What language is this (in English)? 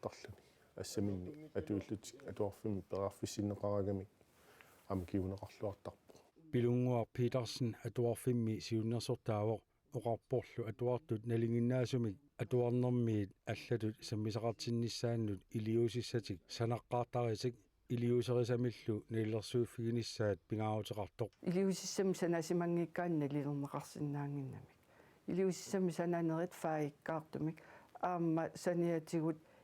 Kalaallisut